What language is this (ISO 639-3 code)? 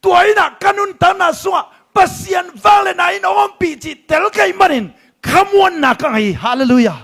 ctd